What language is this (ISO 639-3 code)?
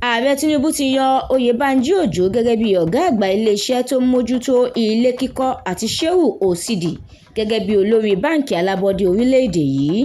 yor